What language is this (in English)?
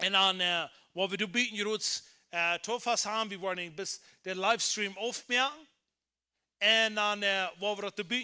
Plautdietsch